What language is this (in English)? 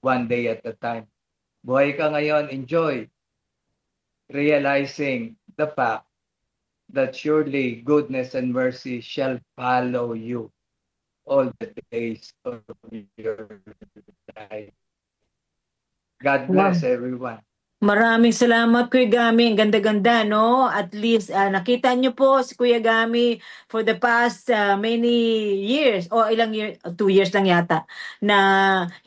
Filipino